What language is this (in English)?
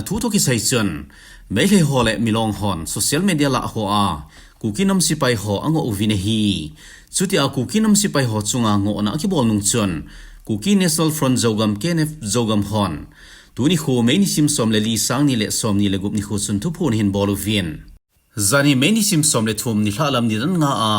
Thado Chin